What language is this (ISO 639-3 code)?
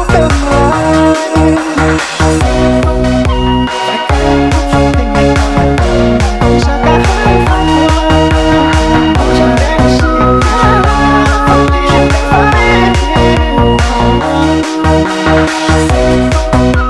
vie